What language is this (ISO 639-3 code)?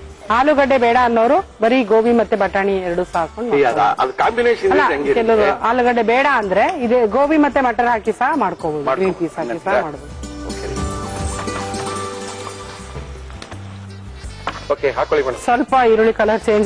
kan